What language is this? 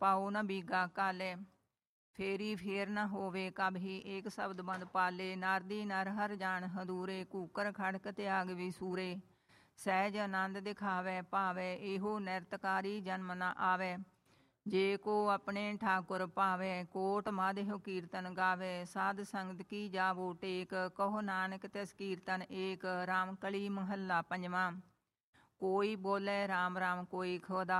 Punjabi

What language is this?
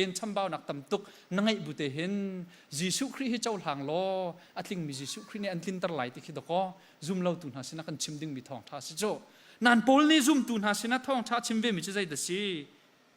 Hakha Chin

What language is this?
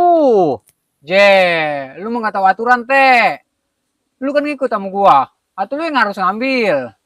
Betawi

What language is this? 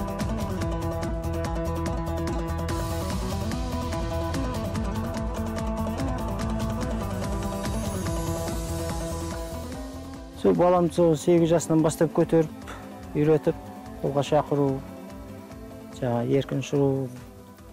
Kazakh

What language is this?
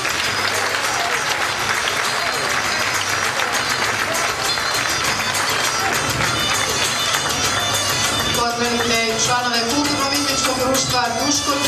Croatian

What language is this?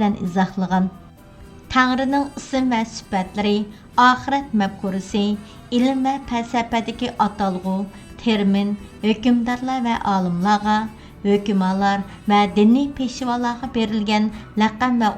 Uyghur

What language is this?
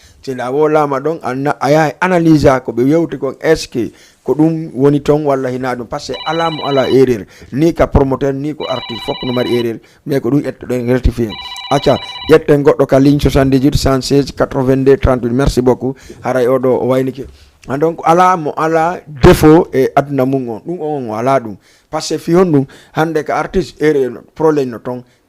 Fula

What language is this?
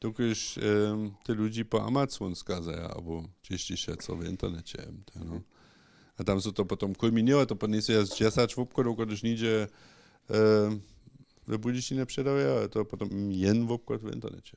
Upper Sorbian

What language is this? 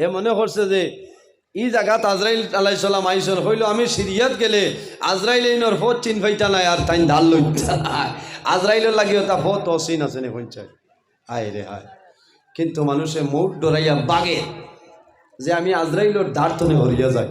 Sylheti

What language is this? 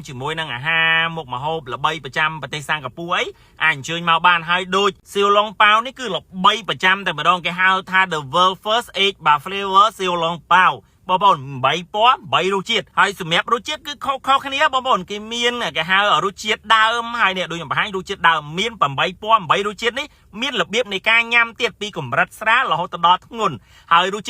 Khmer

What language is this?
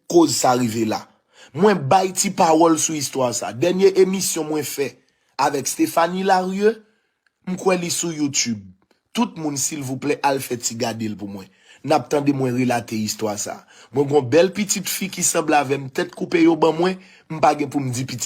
Haitian Creole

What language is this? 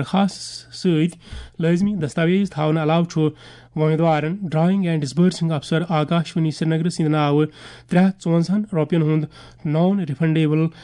Kashmiri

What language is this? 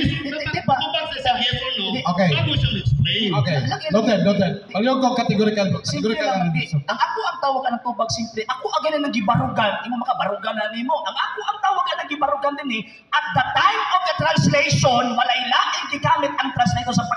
Cebuano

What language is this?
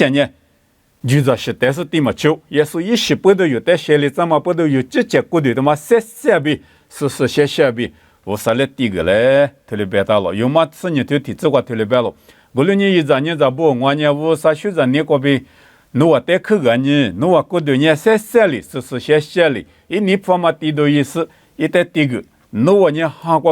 Lisu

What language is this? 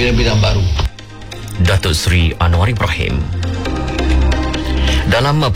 Malay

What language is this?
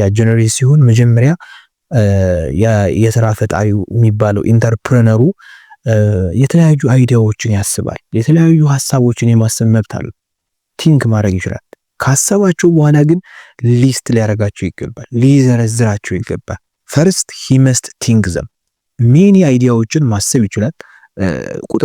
Amharic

